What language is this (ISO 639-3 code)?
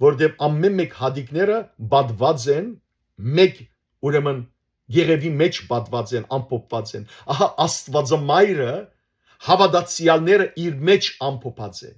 hyw